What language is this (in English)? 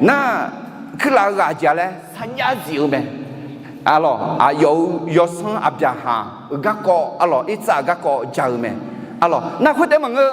Akha